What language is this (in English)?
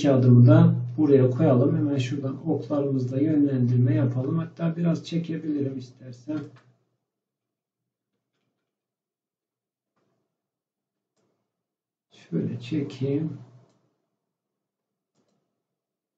Turkish